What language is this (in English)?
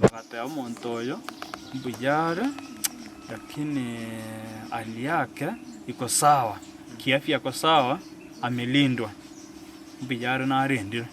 Gusii